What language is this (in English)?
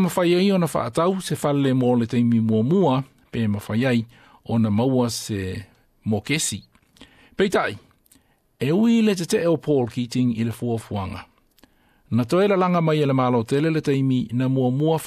Samoan